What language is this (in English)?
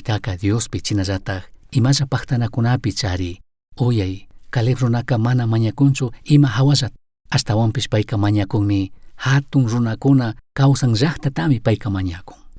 Chimborazo Highland Quichua